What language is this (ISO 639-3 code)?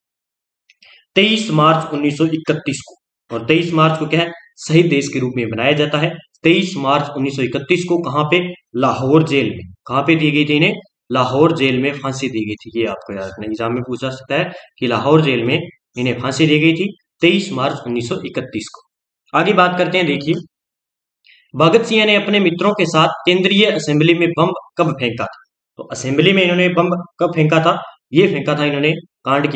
hin